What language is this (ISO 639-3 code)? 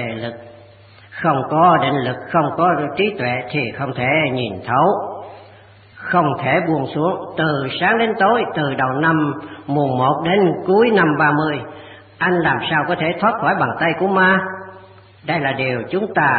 vie